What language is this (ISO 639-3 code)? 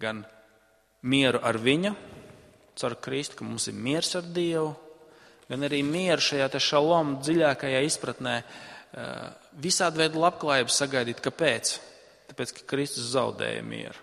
lav